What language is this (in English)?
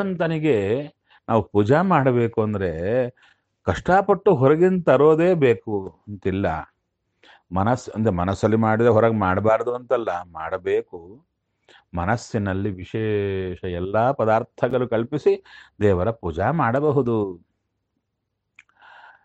Kannada